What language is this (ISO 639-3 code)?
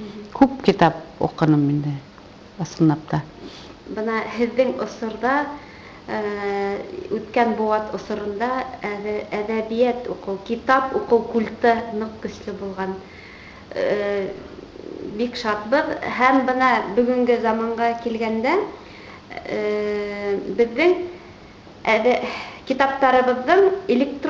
bak